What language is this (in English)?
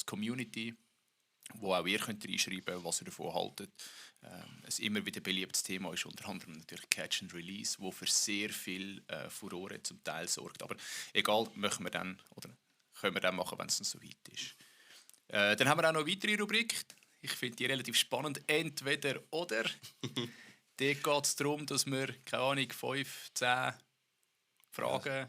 Swiss German